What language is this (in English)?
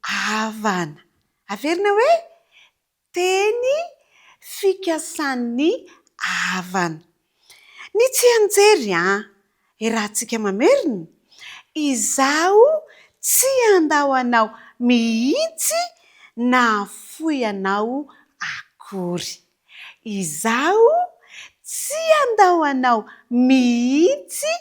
Malagasy